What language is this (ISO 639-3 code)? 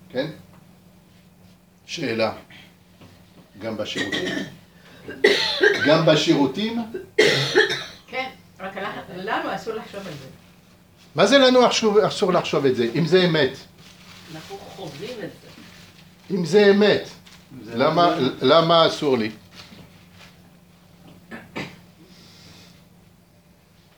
heb